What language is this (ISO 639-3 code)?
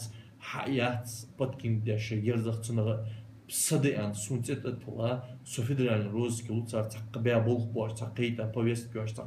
inh